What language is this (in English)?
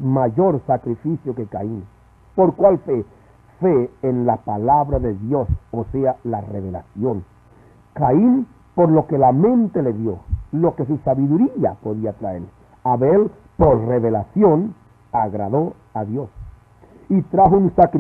Spanish